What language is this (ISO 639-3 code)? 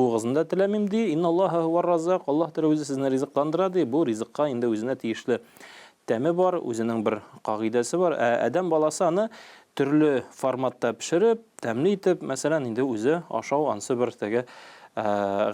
tat